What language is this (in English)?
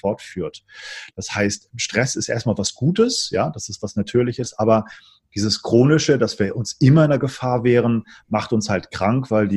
German